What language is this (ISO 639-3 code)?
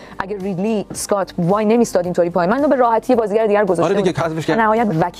fas